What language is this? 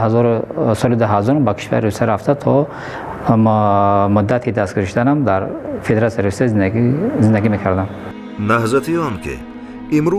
Tajik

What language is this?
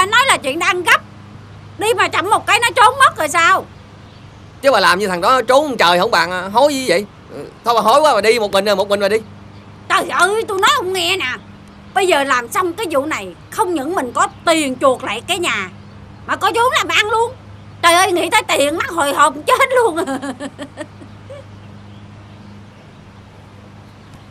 Vietnamese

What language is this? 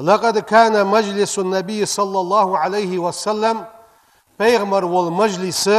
Ingush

